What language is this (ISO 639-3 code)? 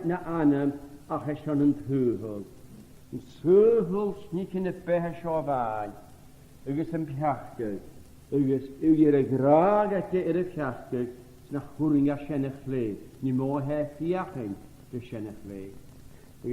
gla